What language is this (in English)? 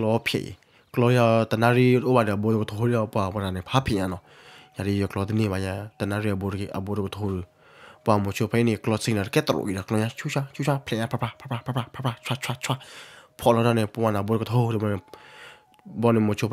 S'gaw Karen